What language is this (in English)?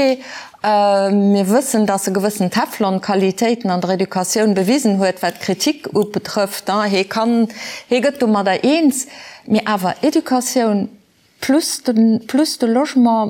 Luxembourgish